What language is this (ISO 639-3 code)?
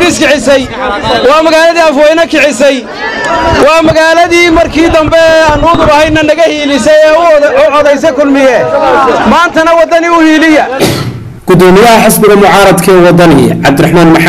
som